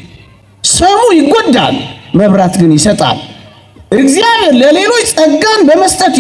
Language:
Amharic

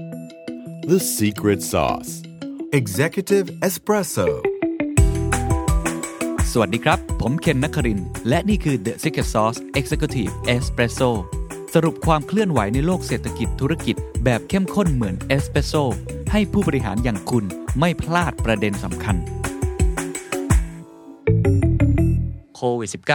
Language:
Thai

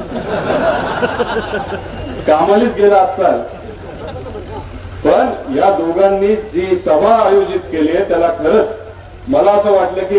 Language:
Marathi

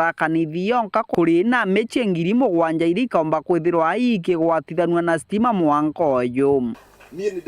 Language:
Meru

